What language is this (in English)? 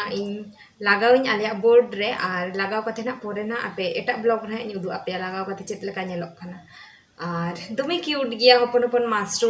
Santali